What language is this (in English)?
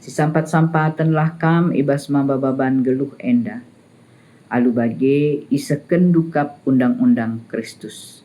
Batak Karo